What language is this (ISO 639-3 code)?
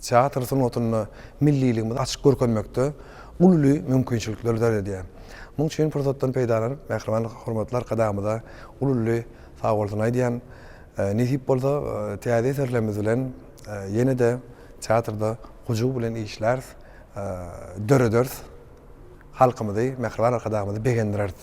tuk